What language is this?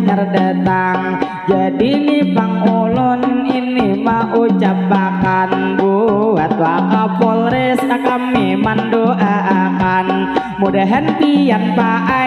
Banjar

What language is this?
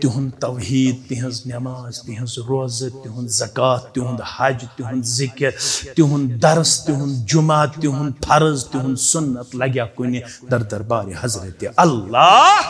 Kashmiri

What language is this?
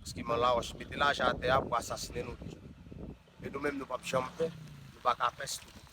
Haitian Creole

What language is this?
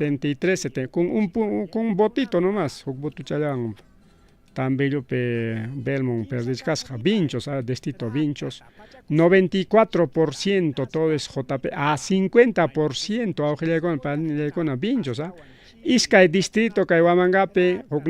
Ayacucho Quechua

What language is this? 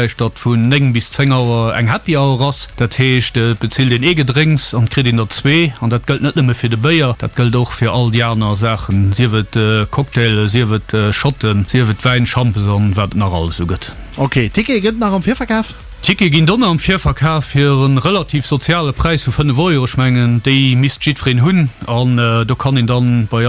Luxembourgish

